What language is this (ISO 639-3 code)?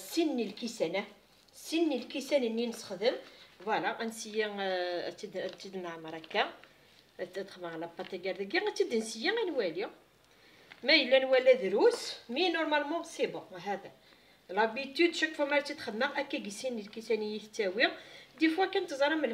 kab